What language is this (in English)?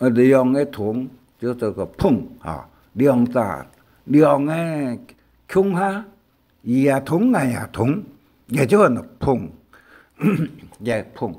Hakka Chinese